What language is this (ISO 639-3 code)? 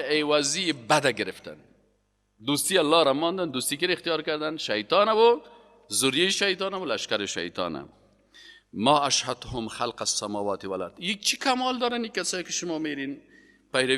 fas